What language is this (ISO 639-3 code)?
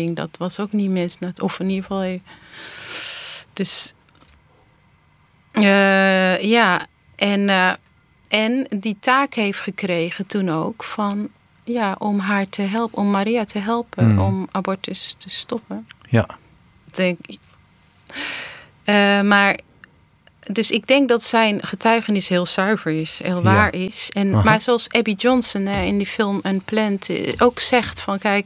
nld